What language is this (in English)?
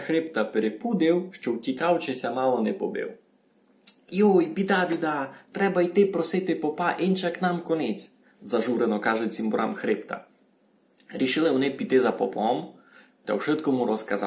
Rusyn